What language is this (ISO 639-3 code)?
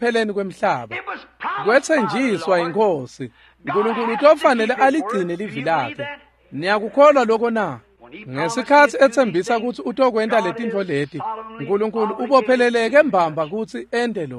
ssw